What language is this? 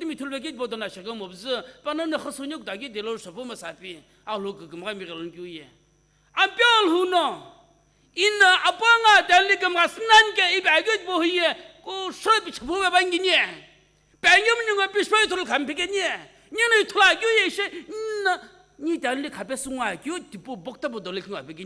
Sumi Naga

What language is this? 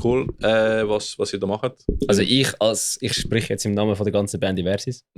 Swiss German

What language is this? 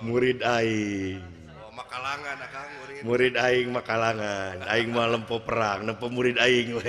Sundanese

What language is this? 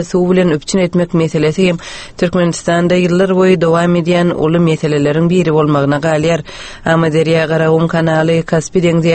Turkmen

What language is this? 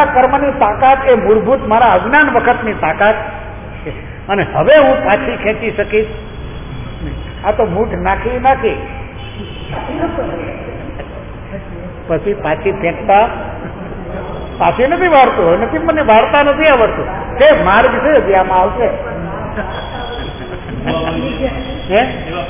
Gujarati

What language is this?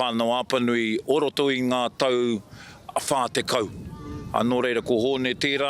Māori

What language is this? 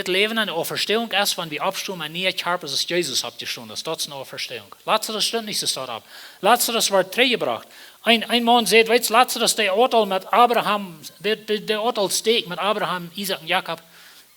Plautdietsch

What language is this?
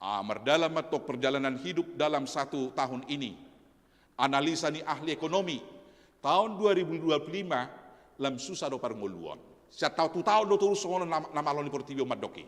Batak Toba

